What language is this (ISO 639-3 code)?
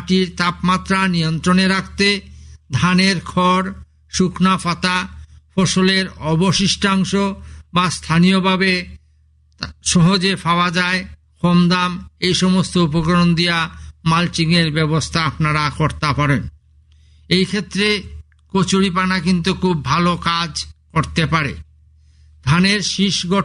ben